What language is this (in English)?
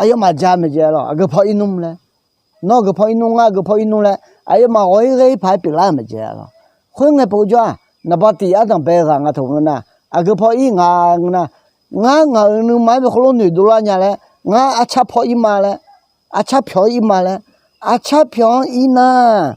Akha